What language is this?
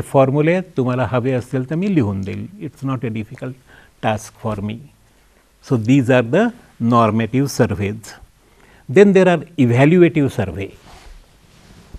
Marathi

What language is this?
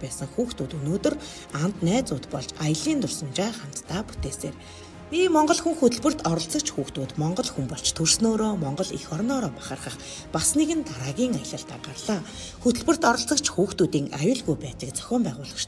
Mongolian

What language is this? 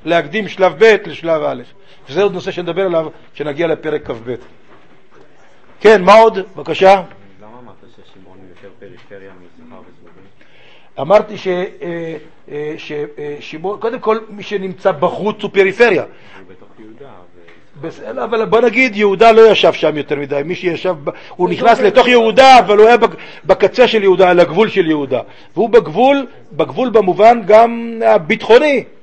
Hebrew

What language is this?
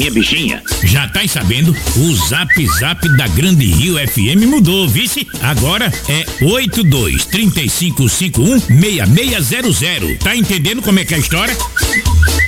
Portuguese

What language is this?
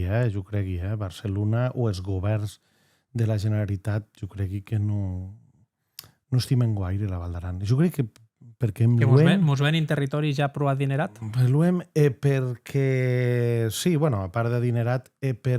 Occitan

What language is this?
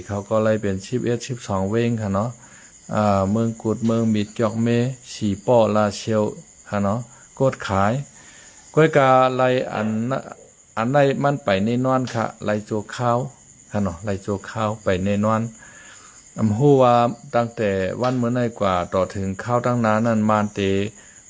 Shan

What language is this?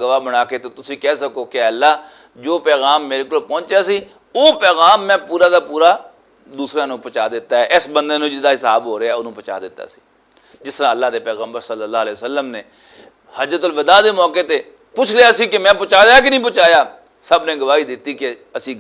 Western Panjabi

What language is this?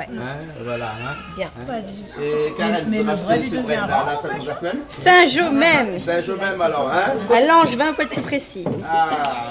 Réunion Creole French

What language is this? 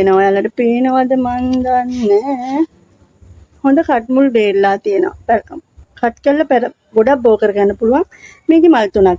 Sinhala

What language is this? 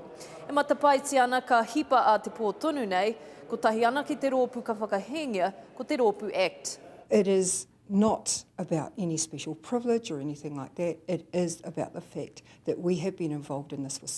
Māori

